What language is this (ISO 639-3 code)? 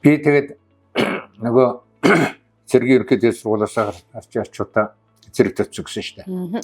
mon